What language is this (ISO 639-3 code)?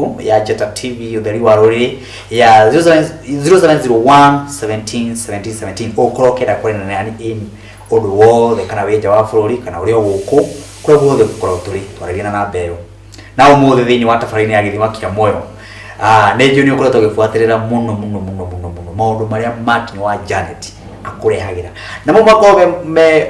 kik